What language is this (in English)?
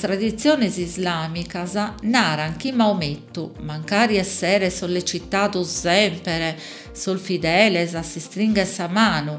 Sardinian